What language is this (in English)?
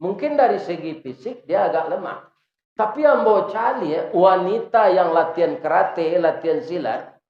Minangkabau